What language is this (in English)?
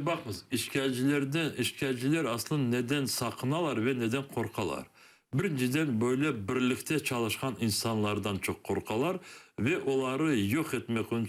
Crimean Tatar